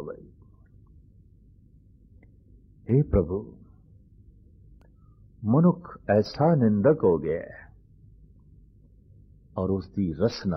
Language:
Punjabi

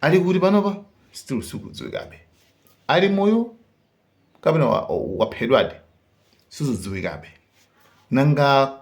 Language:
Nyanja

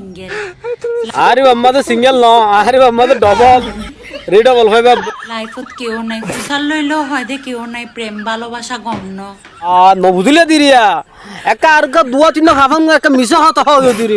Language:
Rohingya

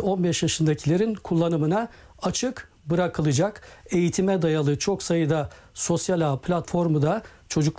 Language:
Turkish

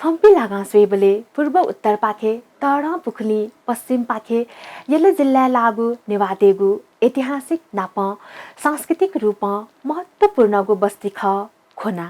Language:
Newari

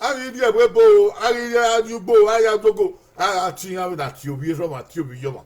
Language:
Bini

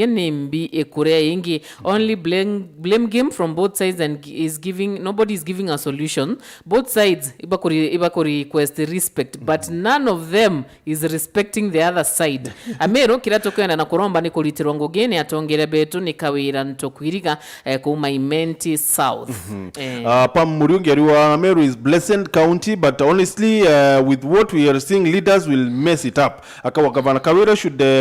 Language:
Meru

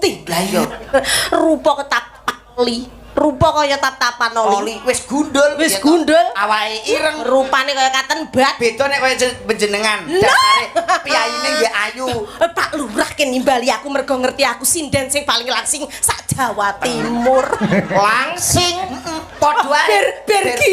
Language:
Javanese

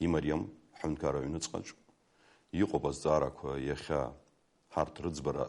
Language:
Abkhazian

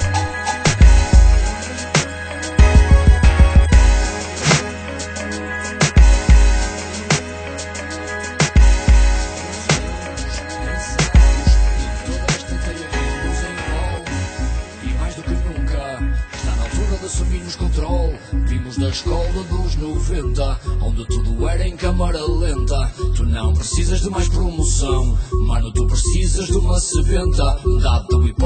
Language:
Portuguese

